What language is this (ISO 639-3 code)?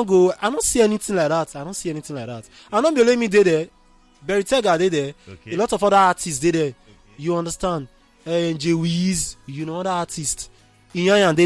pcm